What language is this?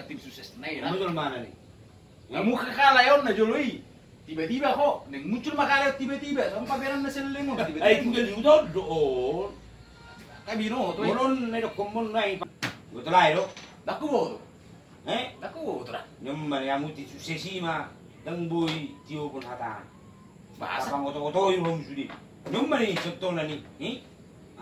Batak Toba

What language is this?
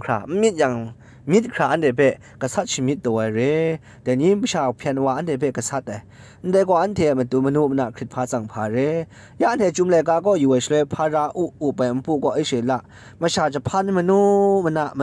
Kachin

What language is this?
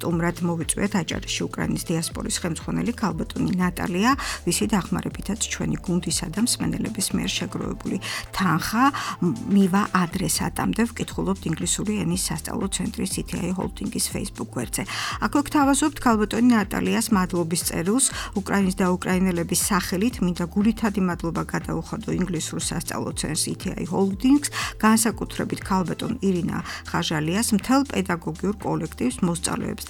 Georgian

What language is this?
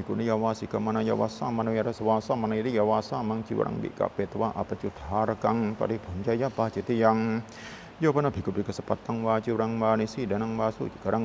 Pali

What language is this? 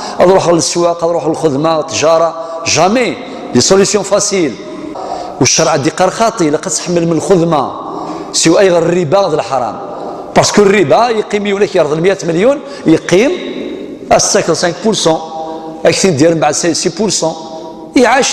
Kabyle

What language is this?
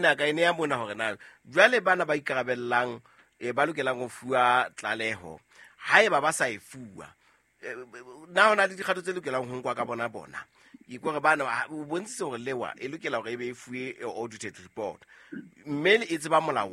Southern Sotho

